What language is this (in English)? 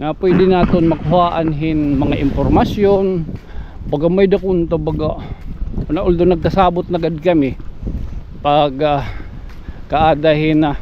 Waray